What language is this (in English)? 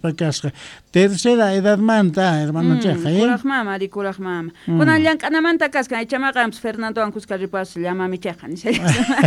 South Bolivian Quechua